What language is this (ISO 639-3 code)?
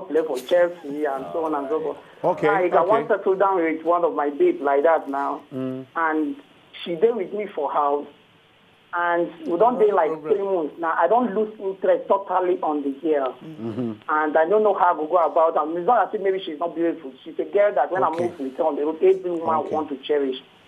pcm